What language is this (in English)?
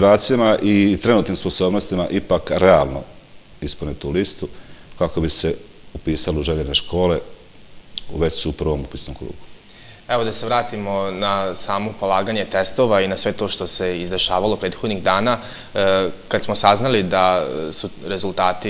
Serbian